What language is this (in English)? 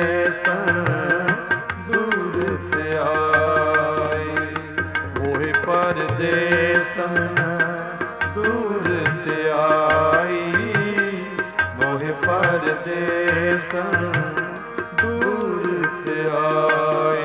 Punjabi